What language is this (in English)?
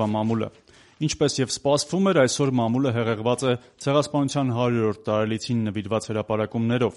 Armenian